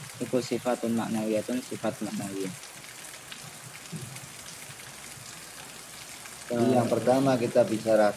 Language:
Indonesian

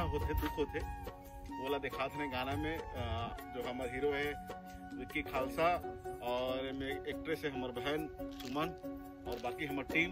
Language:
Chhattisgarhi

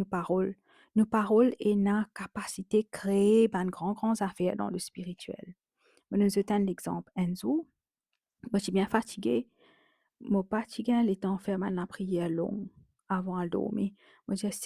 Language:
Morisyen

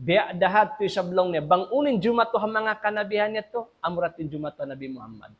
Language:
Tausug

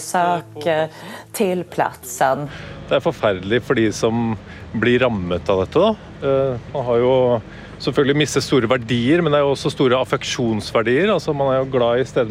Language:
Swedish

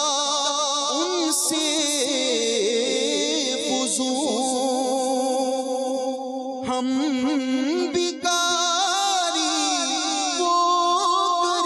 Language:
Urdu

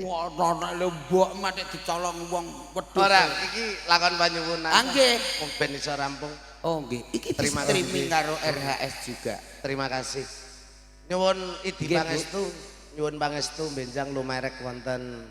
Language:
Javanese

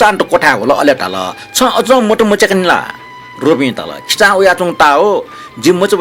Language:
Newari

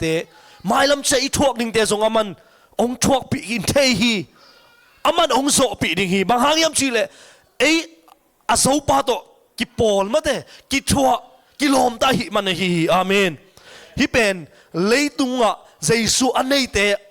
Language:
Tedim Chin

